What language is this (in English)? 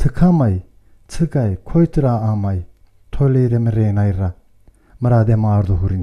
Zaza